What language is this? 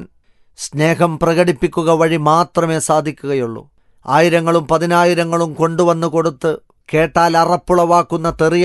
Malayalam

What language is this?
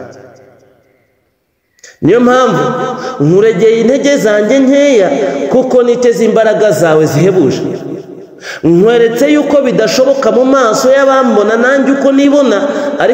Kinyarwanda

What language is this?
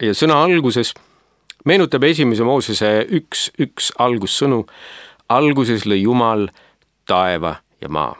Estonian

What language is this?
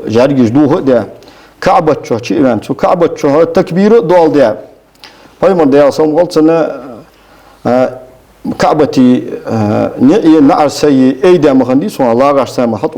Ingush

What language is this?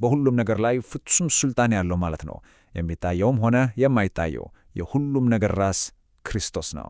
Amharic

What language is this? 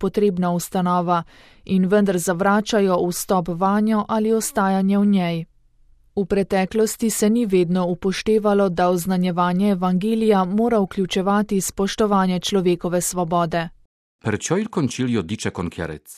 Slovenian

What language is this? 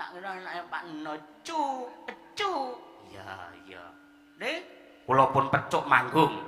Javanese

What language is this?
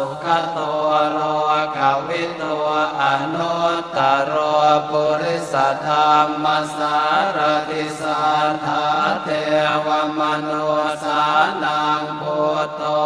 Pali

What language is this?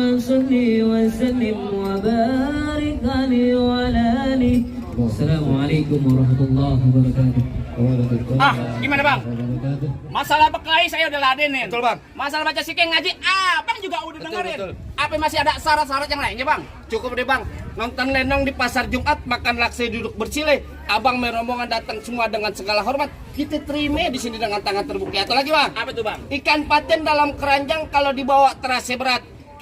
Betawi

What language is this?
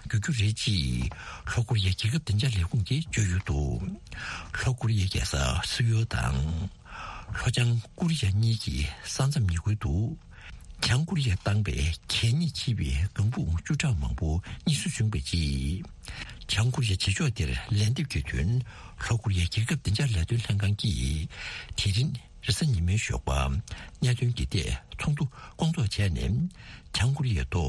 Tibetan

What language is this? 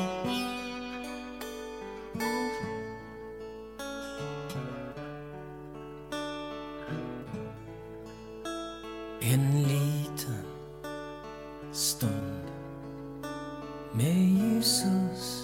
Norwegian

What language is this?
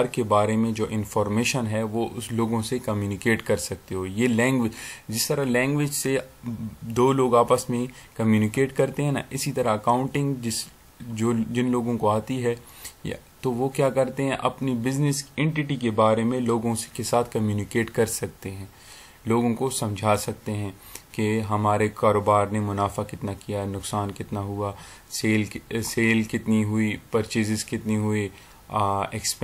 Urdu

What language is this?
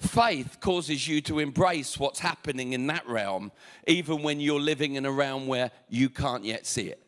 English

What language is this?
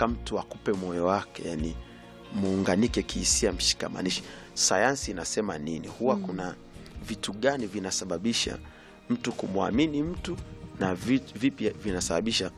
Swahili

